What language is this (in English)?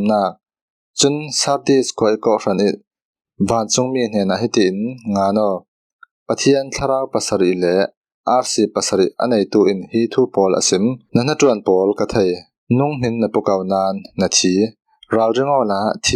Falam Chin